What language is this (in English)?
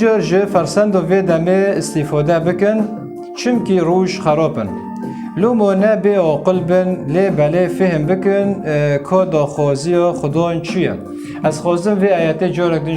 Kurdish